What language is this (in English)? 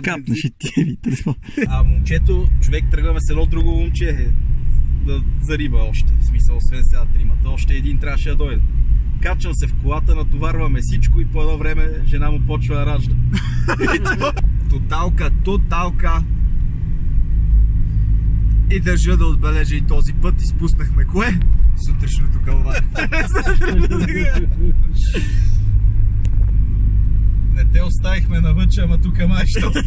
Bulgarian